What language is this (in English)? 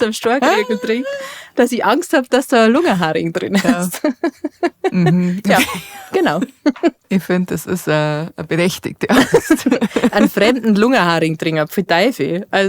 Bavarian